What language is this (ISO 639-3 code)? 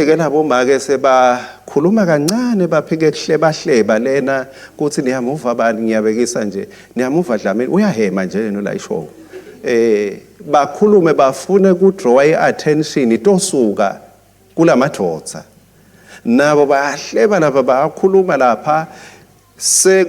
ssw